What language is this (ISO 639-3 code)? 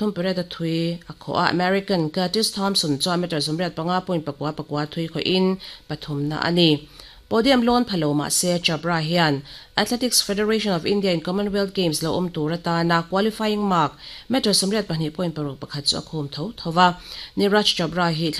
lus